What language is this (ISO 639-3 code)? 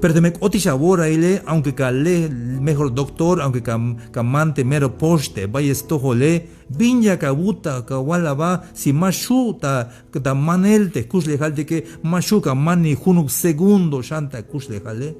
tzh